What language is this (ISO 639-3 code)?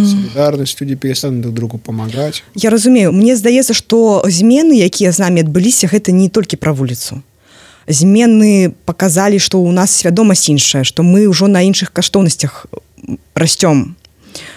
bel